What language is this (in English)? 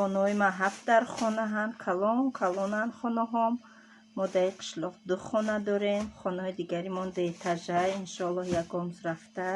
Tajik